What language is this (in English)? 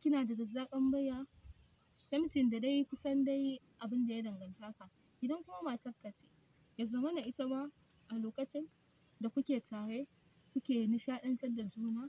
Hausa